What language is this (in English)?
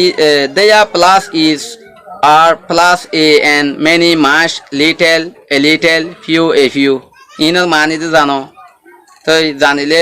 Rohingya